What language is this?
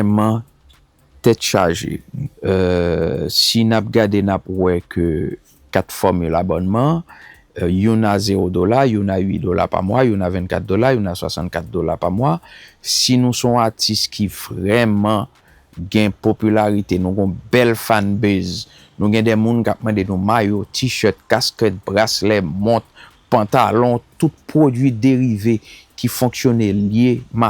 Haitian Creole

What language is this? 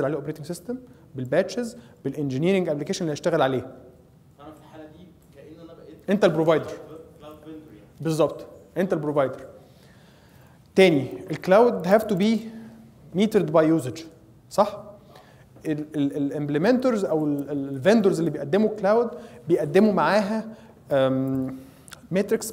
Egyptian Arabic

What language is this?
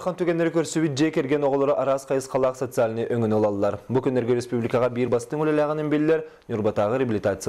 Yakut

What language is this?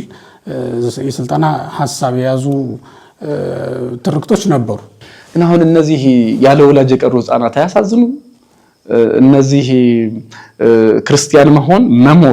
Amharic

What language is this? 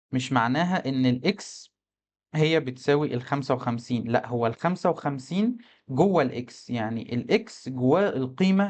Egyptian Arabic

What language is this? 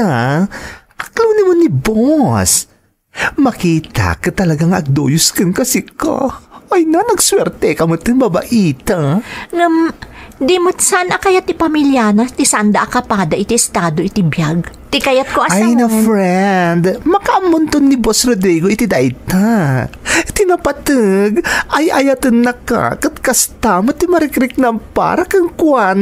Iloko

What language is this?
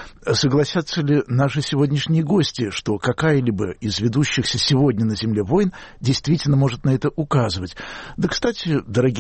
Russian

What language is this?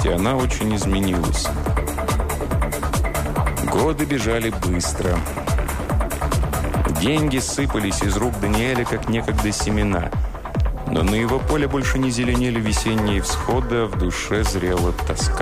Russian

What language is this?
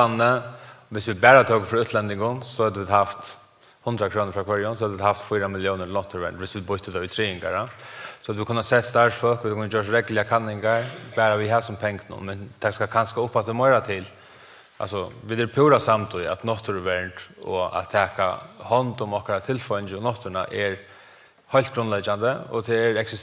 Faroese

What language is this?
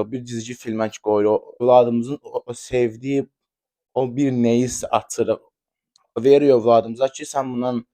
Azerbaijani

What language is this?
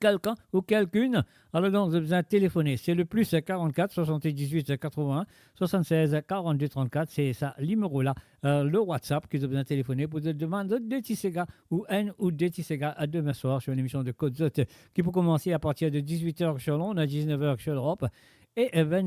Morisyen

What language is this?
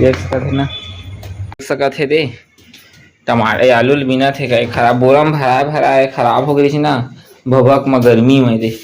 Chhattisgarhi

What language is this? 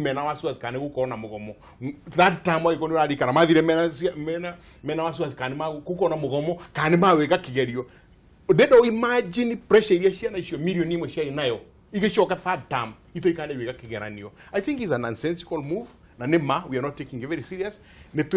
Kikuyu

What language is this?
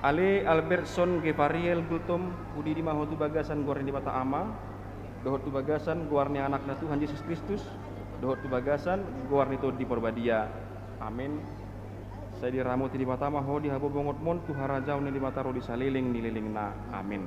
Batak Toba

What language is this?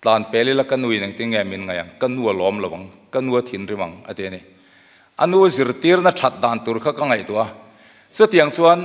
Mizo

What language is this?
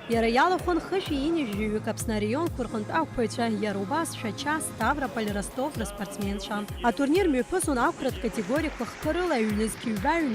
Abkhazian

